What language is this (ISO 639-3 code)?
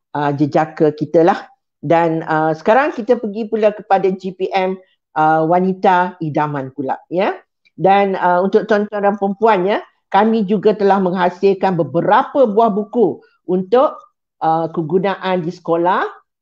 msa